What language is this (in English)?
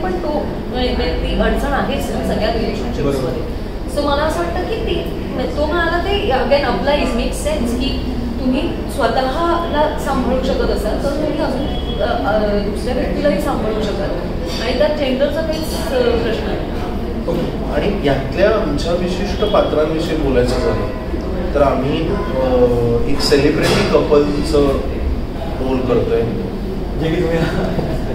Marathi